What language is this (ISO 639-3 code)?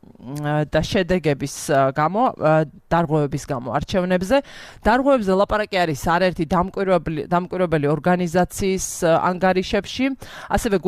kat